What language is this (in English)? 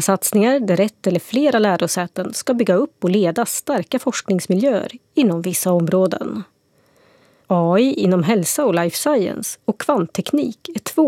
Swedish